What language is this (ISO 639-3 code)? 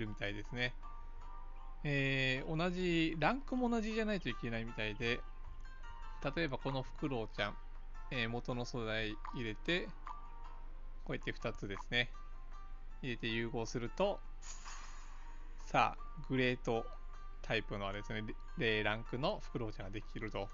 jpn